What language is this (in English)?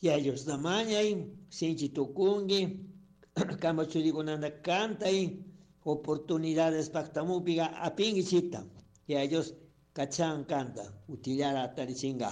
Chimborazo Highland Quichua